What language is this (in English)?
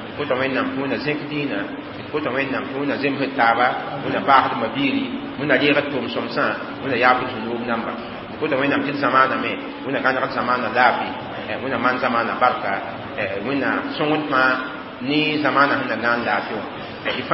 Mossi